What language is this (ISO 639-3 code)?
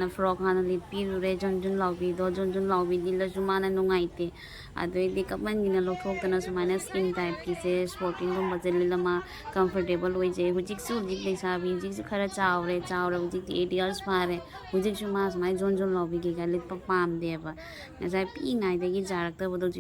mni